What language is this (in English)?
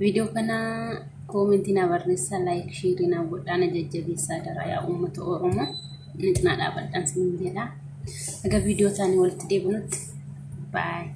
Oromo